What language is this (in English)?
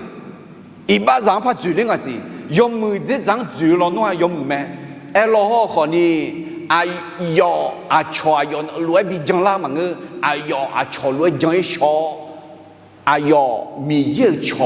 Akha